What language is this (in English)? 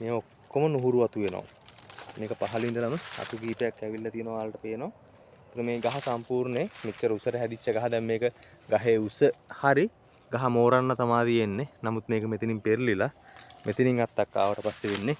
Sinhala